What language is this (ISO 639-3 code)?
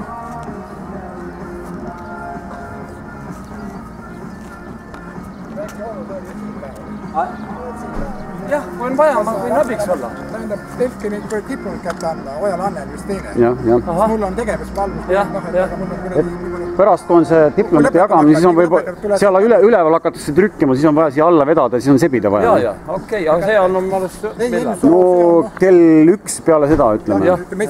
est